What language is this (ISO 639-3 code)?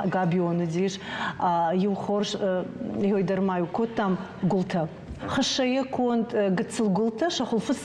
oss